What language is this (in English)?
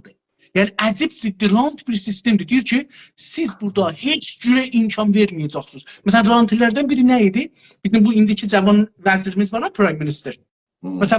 South Azerbaijani